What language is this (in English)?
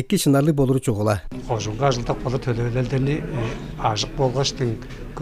Tuvinian